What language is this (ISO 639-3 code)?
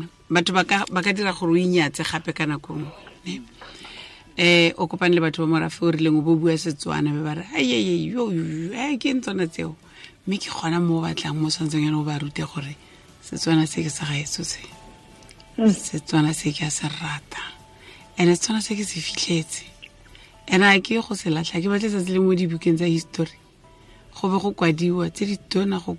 tsn